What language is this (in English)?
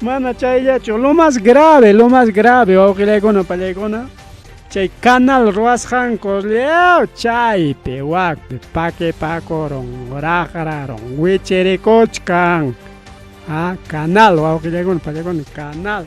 Ayacucho Quechua